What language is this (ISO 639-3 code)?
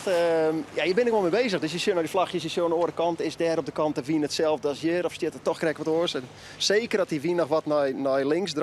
fry